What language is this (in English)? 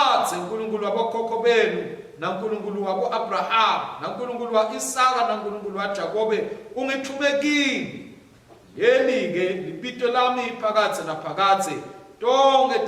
Swati